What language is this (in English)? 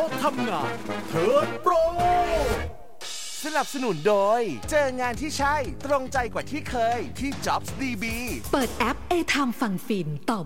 Thai